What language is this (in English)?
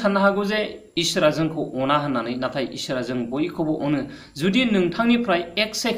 Bodo